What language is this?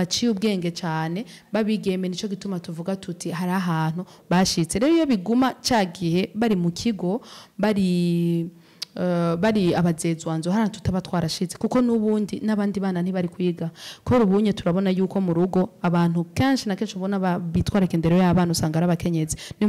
Rundi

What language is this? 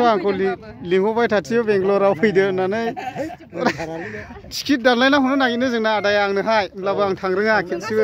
Bodo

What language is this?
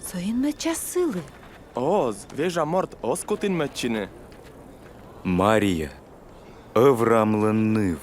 Komi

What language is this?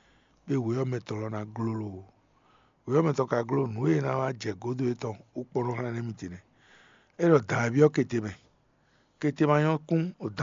Fon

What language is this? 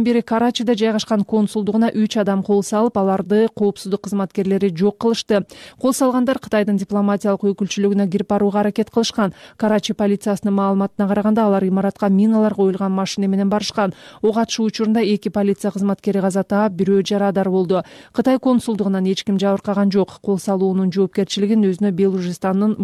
Kyrgyz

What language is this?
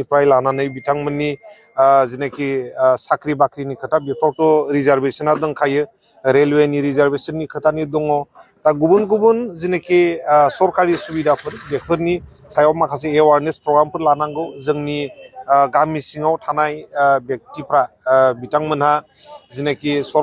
Bodo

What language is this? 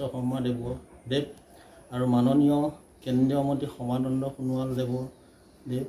Assamese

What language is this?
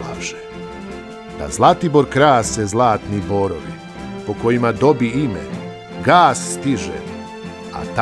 Serbian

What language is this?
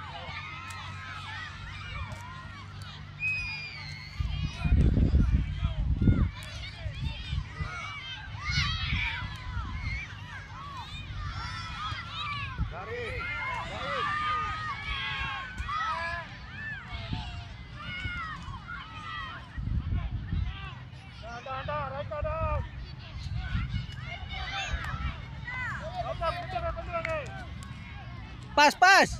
Malay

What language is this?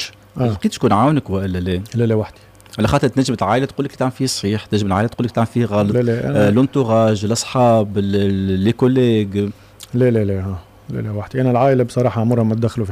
Tunisian Arabic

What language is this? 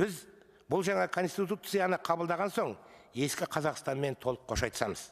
Kazakh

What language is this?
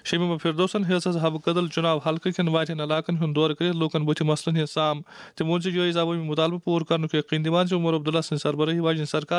Kashmiri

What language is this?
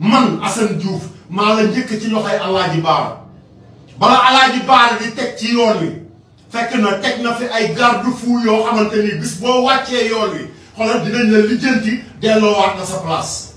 Wolof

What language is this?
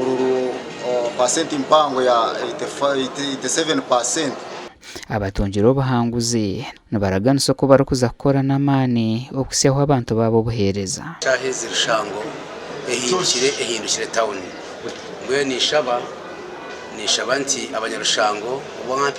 Nyankole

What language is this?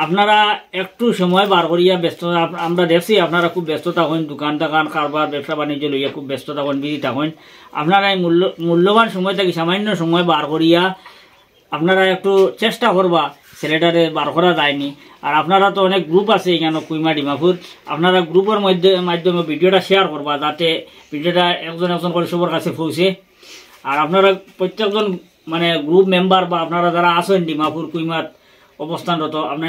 Sylheti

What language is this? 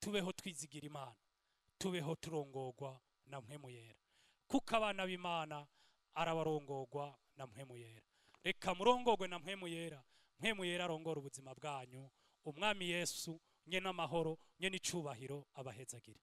Rundi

